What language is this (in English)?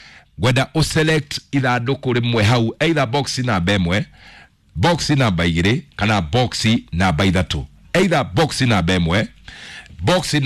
Kikuyu